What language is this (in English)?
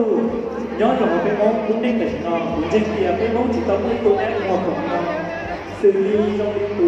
Hmong